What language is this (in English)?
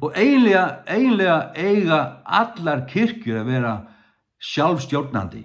Faroese